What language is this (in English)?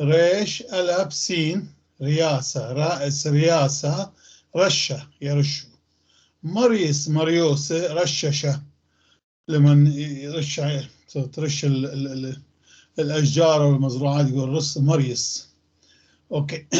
North Levantine Arabic